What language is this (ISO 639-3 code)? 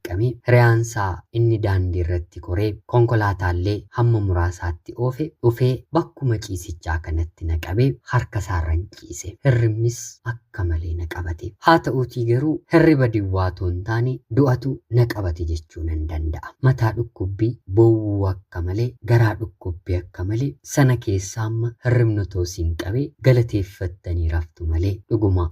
orm